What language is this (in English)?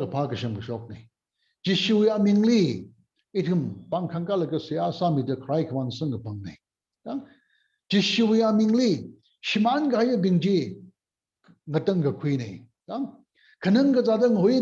Tangkhul Naga (India)